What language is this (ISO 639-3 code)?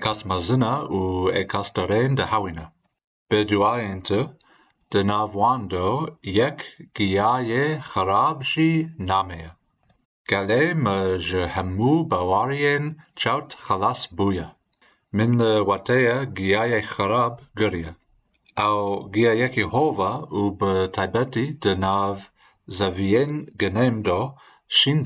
kur